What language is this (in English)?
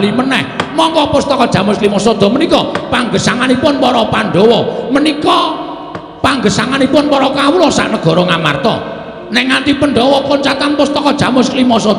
Javanese